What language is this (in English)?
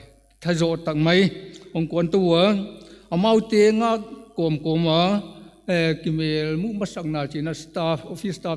Paite Chin